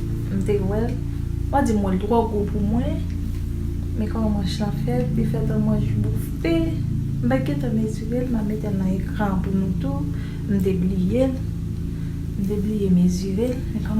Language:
Haitian Creole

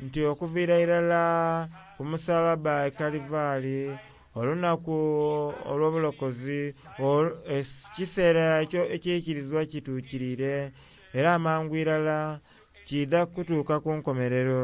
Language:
Soga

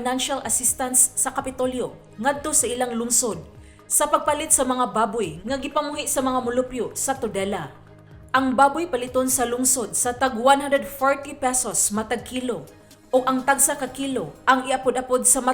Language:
Cebuano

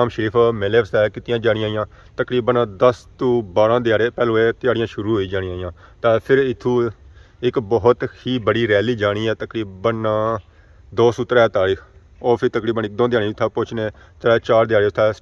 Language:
Pahari-Potwari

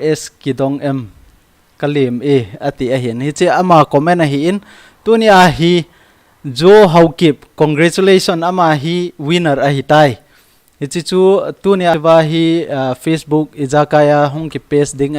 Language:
Thado Chin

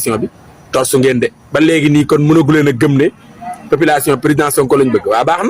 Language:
Wolof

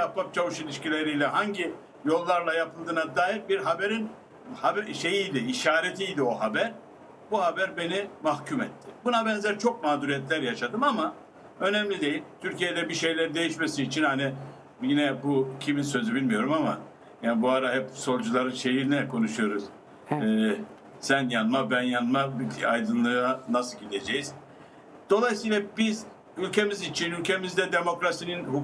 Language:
Turkish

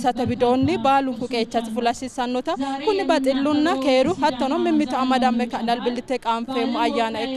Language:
Sidamo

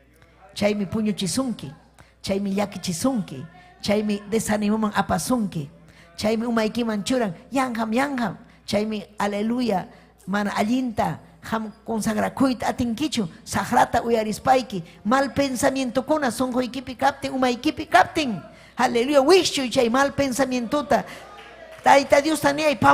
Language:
Ayacucho Quechua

